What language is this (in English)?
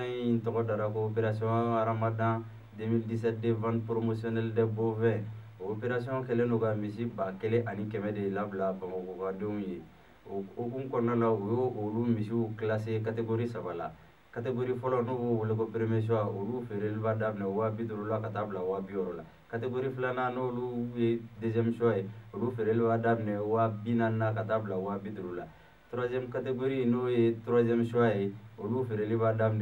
Bambara